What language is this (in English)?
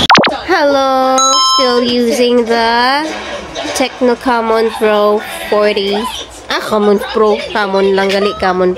Hiligaynon